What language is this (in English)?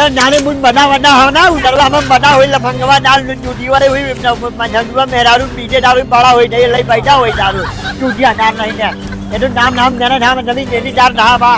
Awadhi